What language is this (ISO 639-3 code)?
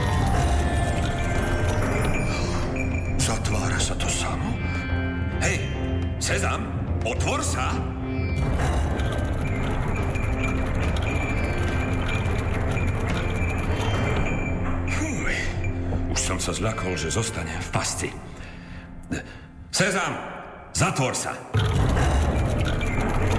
slk